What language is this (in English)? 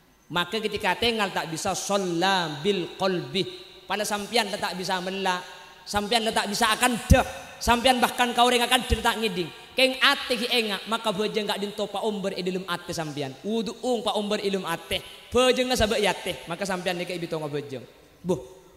Madurese